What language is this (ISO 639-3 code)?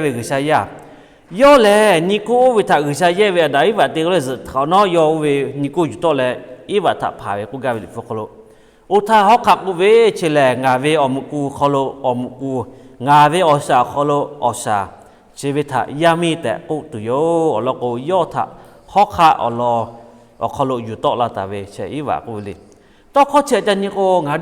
lhu